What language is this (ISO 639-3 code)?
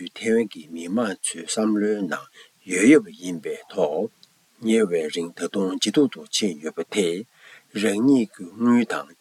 bod